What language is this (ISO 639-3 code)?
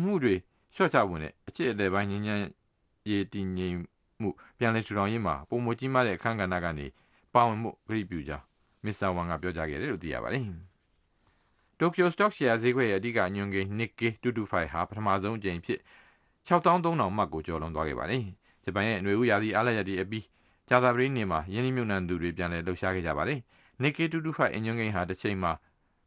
mya